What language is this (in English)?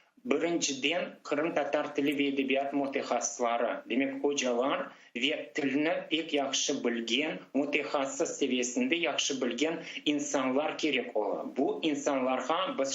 Crimean Tatar